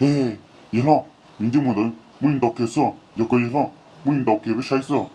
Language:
Hmong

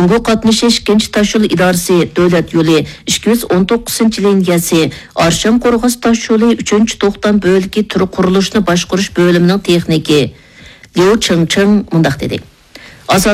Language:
Uyghur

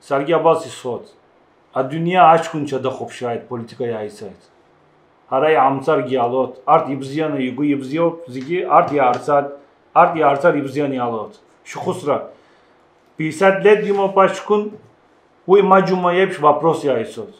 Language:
Abkhazian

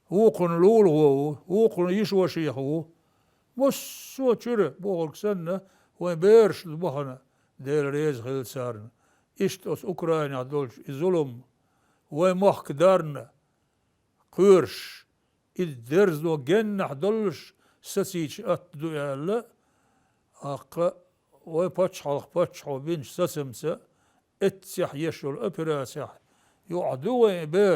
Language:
Chechen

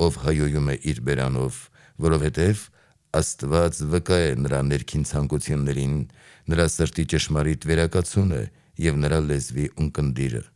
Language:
Armenian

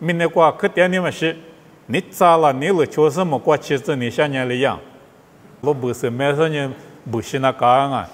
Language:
Lisu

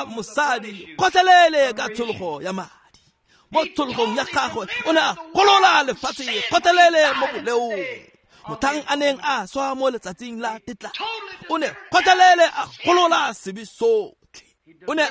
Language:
Tswana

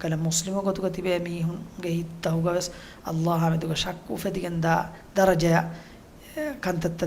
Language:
Divehi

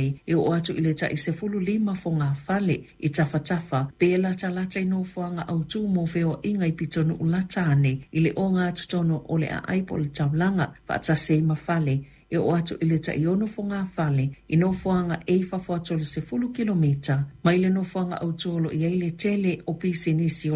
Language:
Samoan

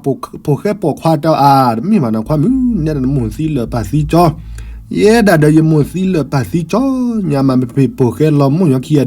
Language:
S'gaw Karen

